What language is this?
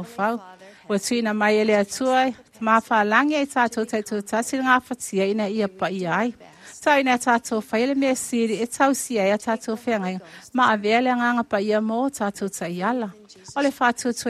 Samoan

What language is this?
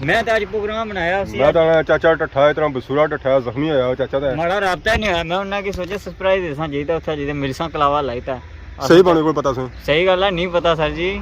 Pahari-Potwari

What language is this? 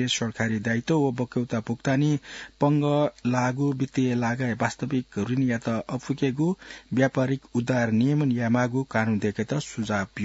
Newari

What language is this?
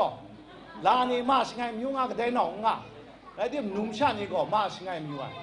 Kachin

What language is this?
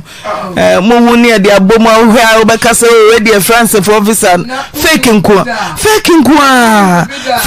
Akan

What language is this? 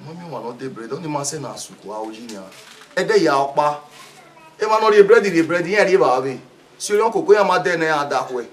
Bini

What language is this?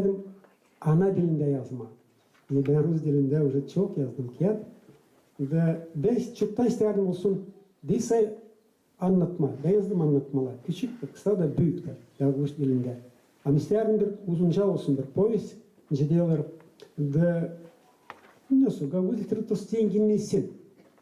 Gagauz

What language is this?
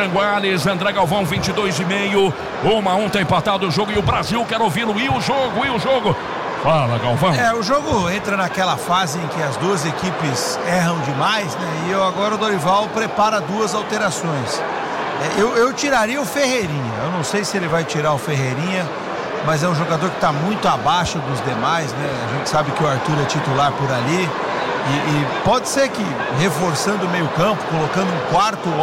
Portuguese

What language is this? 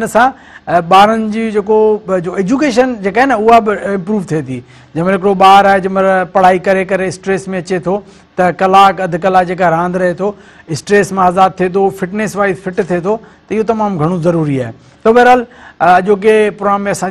Sindhi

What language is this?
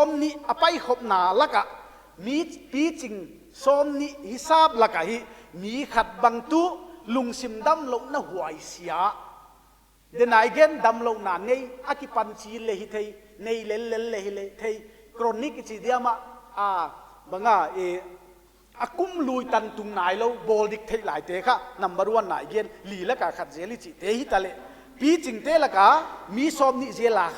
Paite Chin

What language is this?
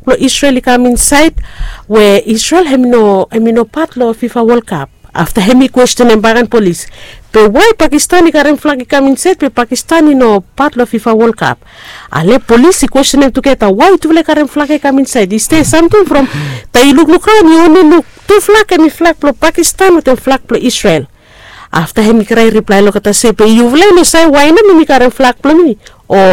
Bislama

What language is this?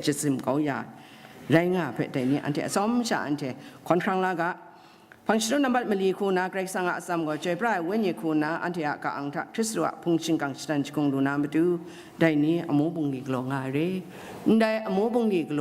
Kachin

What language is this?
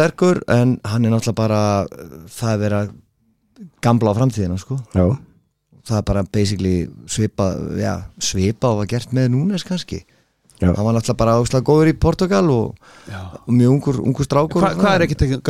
Icelandic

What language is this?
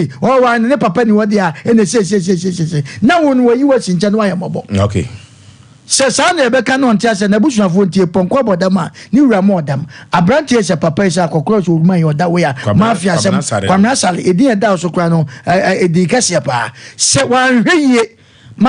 Akan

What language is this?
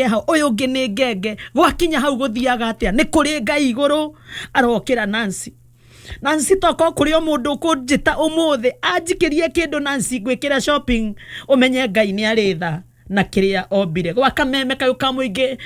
Kikuyu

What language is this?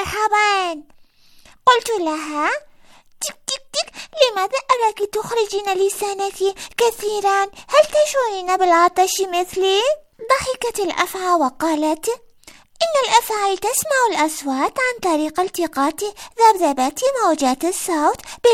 Arabic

